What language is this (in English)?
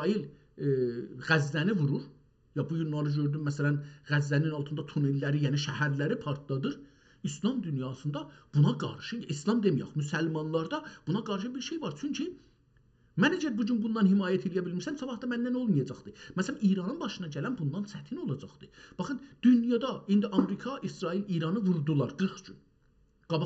South Azerbaijani